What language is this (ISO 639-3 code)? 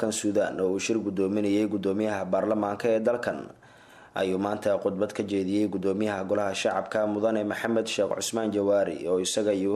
som